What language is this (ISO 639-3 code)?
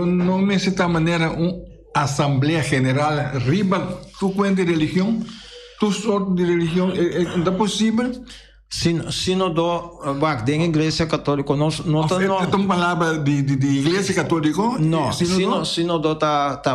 pap